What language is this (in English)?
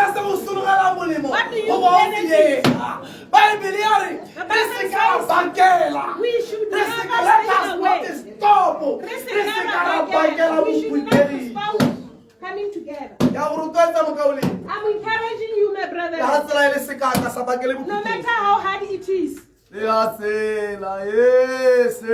Tswana